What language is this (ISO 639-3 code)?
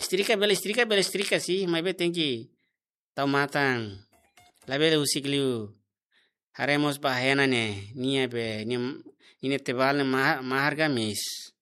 tet